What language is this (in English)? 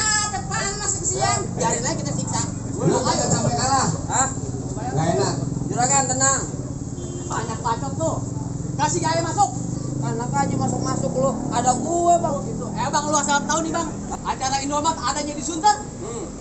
Betawi